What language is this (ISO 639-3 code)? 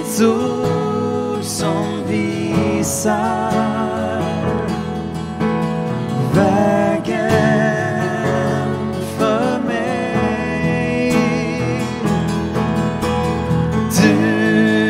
swe